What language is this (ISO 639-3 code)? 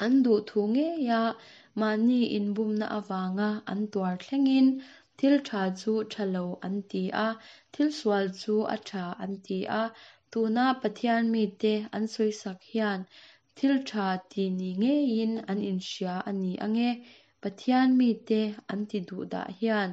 lus